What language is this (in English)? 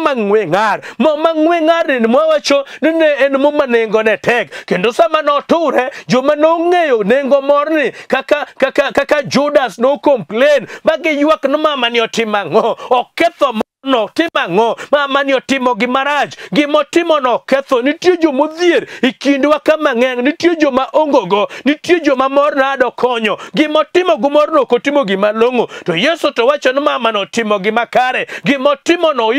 Luo (Kenya and Tanzania)